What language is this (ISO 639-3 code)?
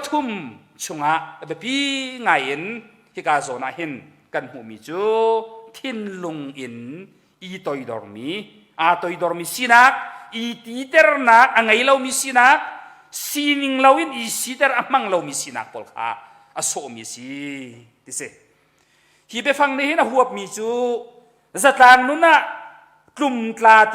cnh